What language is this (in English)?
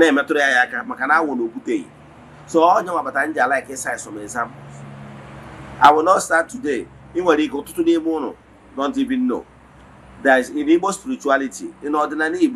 Igbo